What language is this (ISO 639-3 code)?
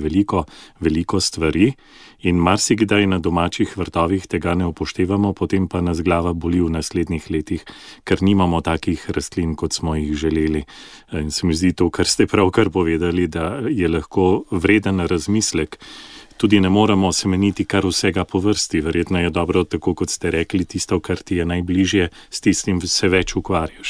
slv